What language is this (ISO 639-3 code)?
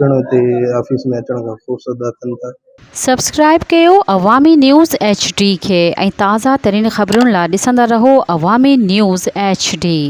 snd